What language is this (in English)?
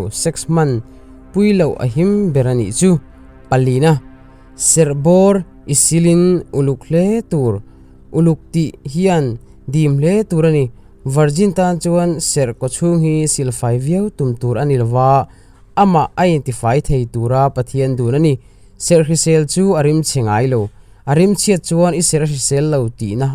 Mizo